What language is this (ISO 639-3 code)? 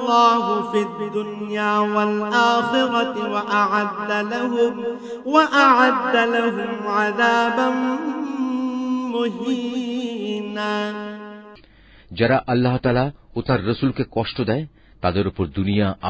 ben